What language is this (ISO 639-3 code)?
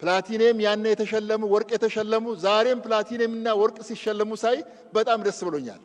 amh